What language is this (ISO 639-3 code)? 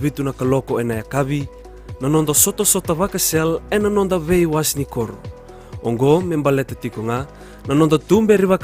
fij